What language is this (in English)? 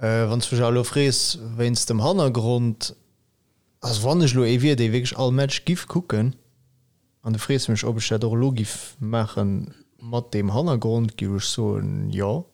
Luxembourgish